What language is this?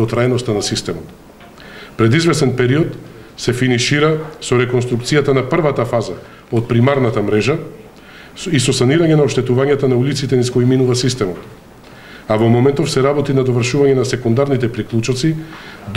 Macedonian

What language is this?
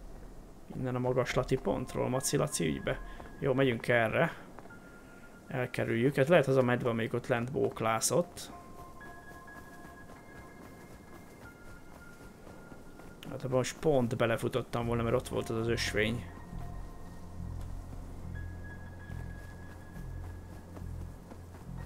Hungarian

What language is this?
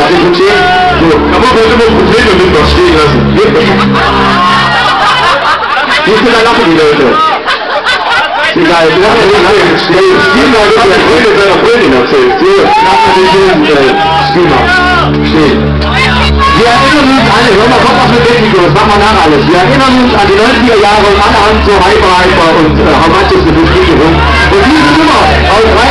German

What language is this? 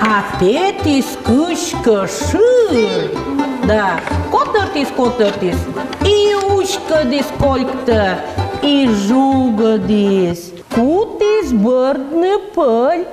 Komi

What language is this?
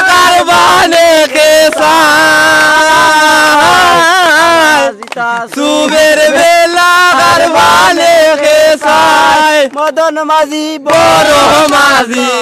Sylheti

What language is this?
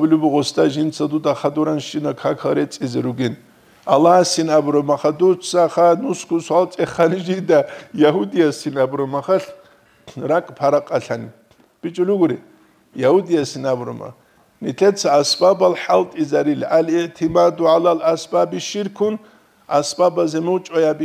Avaric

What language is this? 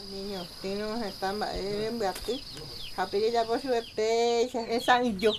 Guarani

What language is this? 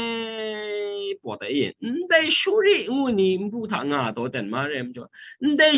Kachin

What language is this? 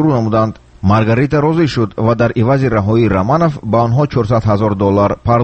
Tajik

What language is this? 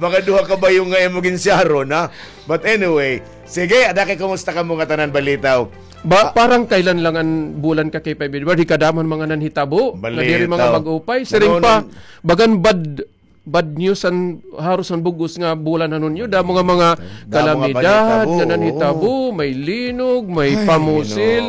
Waray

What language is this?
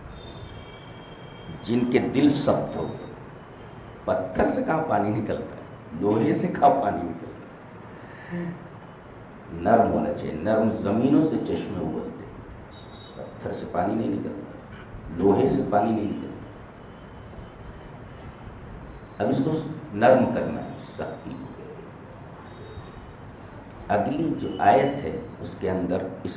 Urdu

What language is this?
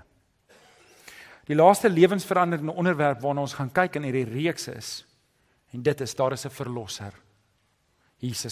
Afrikaans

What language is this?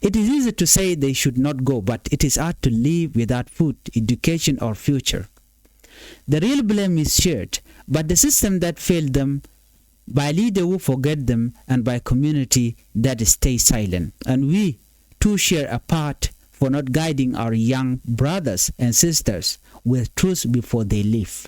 Nuer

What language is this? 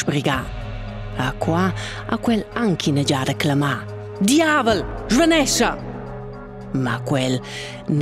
Romansh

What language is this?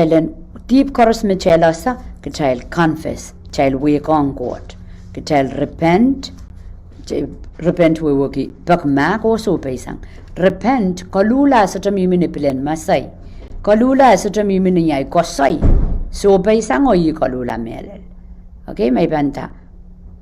Pohnpeian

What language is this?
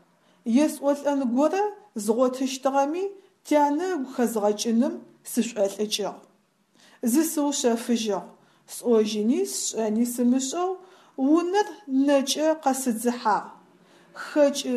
Adyghe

